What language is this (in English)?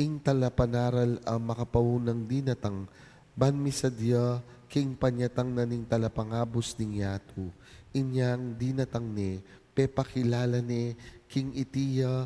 Pampanga